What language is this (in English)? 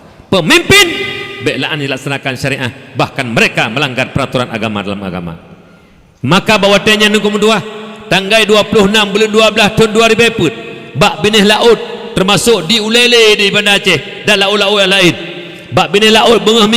Achinese